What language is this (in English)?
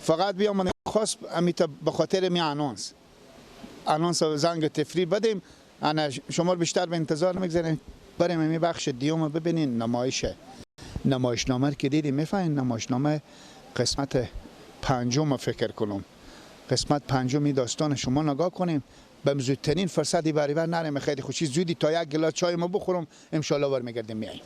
Persian